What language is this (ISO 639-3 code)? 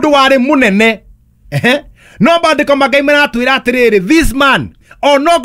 kik